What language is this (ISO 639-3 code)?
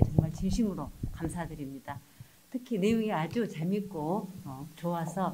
kor